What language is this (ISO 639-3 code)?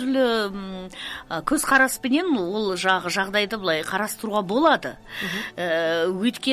kaz